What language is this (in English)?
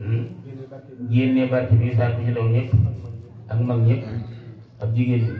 Wolof